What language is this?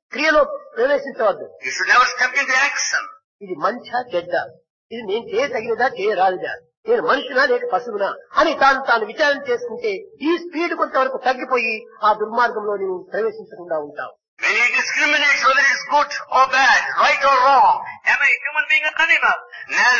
Telugu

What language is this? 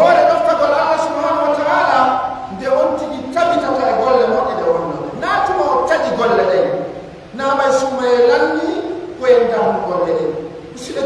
Pular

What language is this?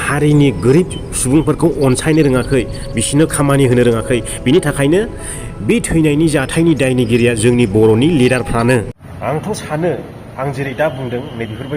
Bodo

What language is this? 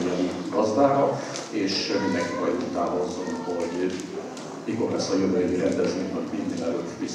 Hungarian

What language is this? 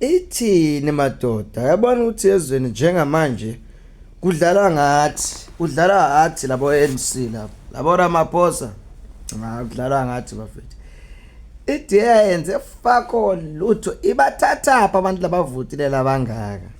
Zulu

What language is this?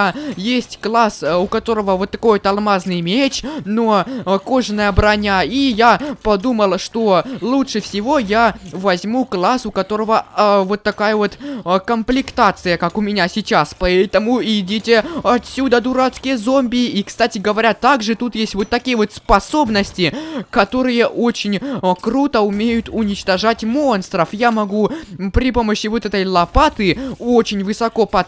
Russian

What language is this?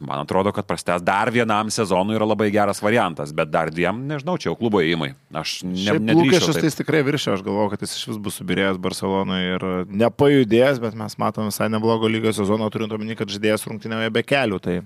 Lithuanian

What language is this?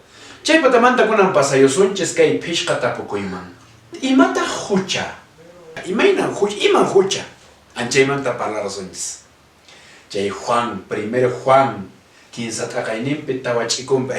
Quechua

